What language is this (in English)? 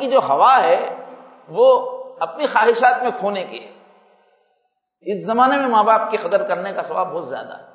Urdu